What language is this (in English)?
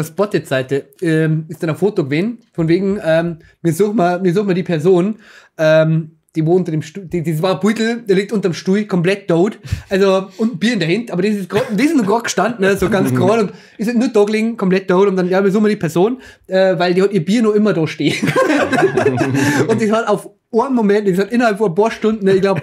Bavarian